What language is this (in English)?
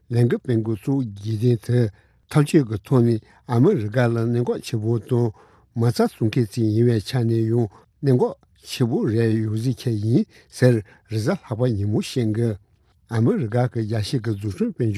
Tibetan